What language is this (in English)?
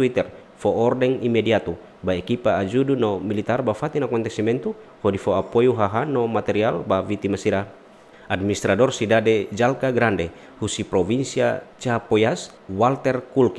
Tetum